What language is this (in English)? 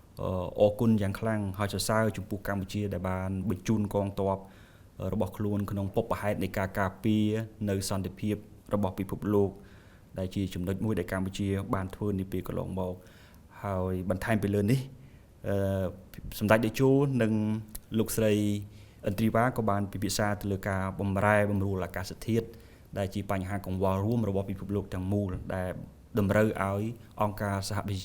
Khmer